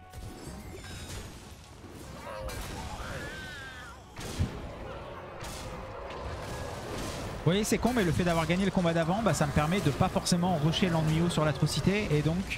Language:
French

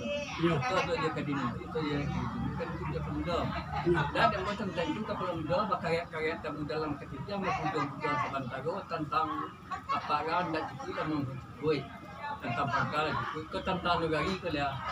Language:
Minangkabau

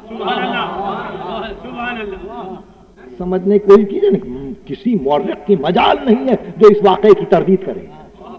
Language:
Urdu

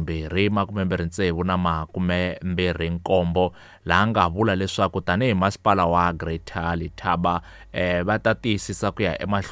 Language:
Tsonga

